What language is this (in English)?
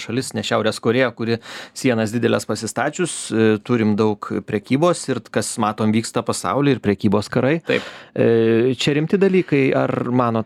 Lithuanian